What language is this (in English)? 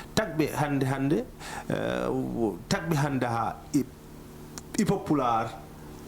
Fula